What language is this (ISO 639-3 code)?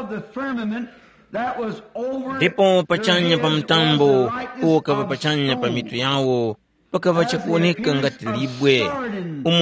tum